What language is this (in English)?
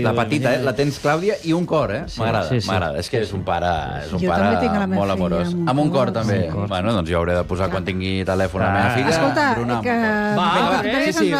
Catalan